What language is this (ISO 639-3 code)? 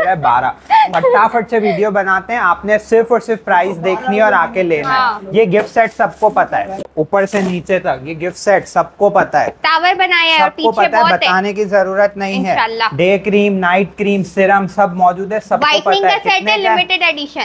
hin